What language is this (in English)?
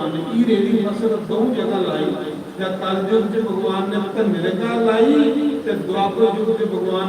Dogri